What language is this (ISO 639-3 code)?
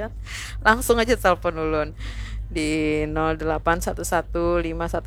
bjn